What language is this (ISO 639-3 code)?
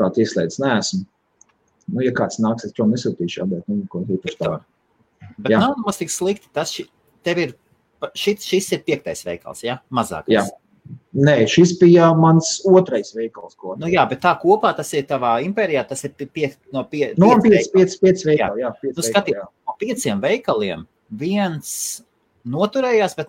lav